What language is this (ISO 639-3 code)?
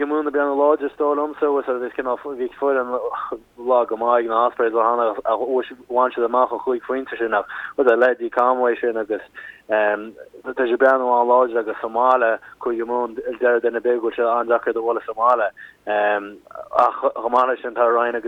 gle